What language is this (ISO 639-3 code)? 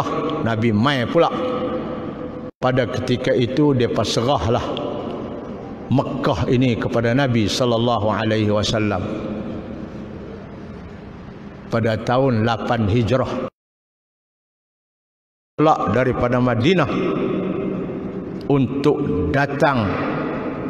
msa